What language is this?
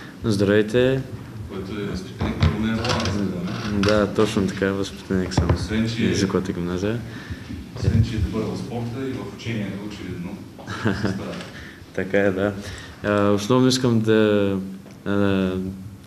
Bulgarian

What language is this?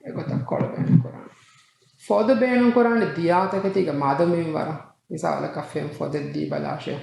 Divehi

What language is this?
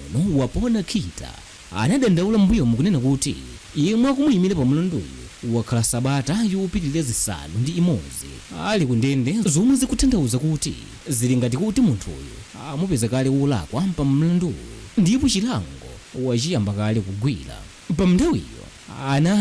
Nyanja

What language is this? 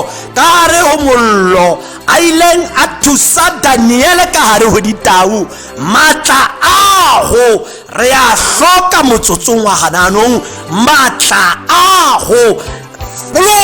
Tswana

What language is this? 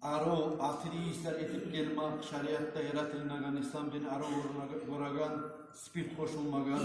Kumyk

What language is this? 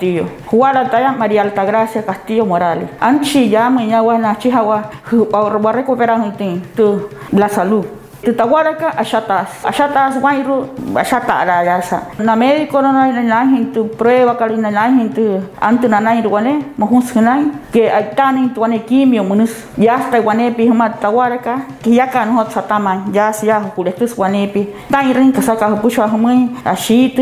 Wayuu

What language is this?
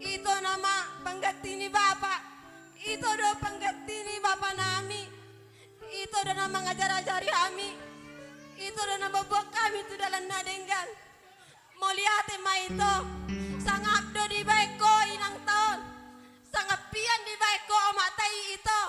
Batak Toba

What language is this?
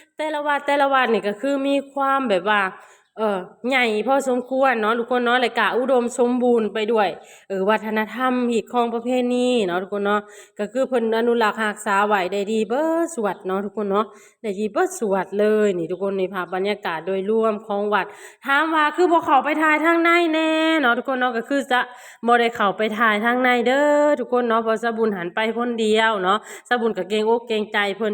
Lao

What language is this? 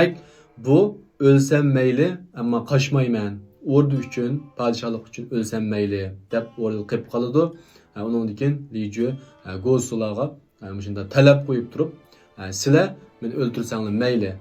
Uyghur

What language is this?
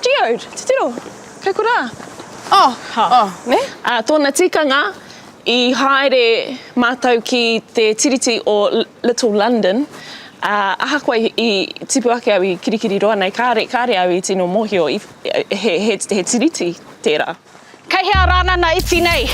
Māori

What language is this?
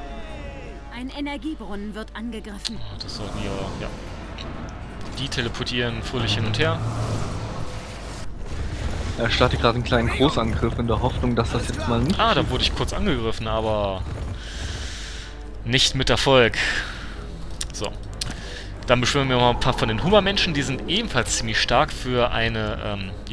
German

